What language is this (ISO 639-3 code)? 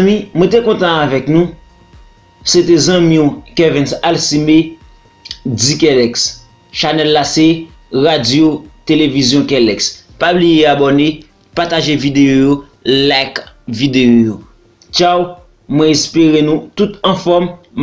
hat